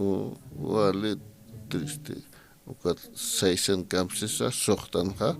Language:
Aymara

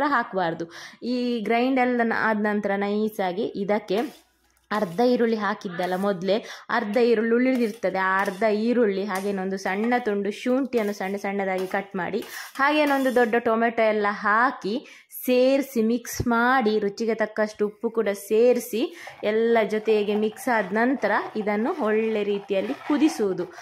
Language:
Kannada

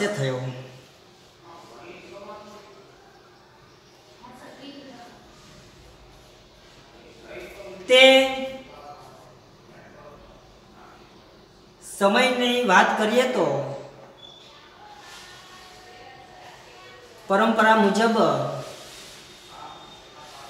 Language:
Gujarati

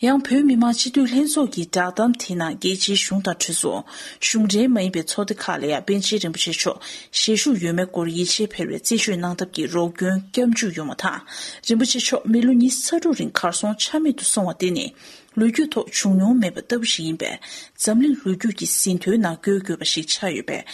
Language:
Tibetan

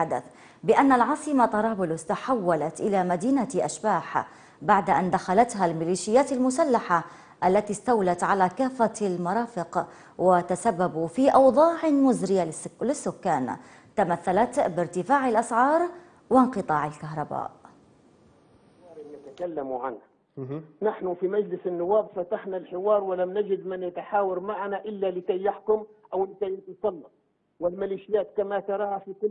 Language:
Arabic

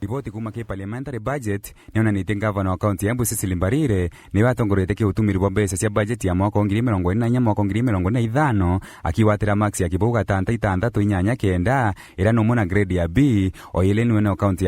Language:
Meru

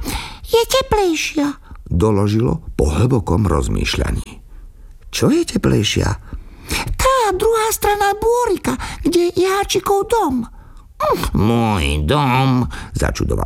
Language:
Slovak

